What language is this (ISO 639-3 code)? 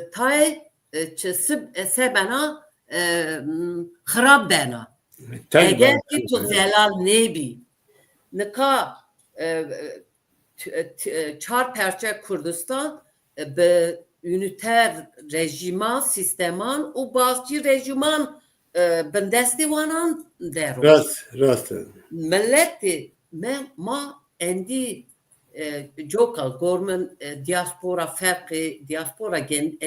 zza